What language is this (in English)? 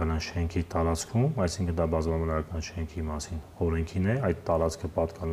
Armenian